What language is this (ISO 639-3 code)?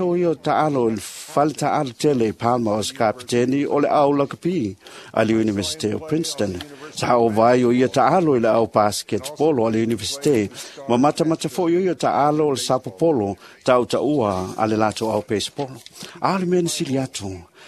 smo